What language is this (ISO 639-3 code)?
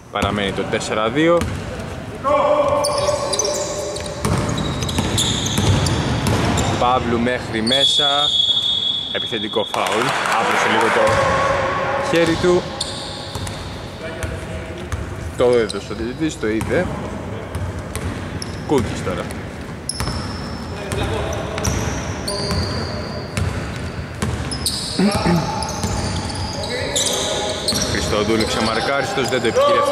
ell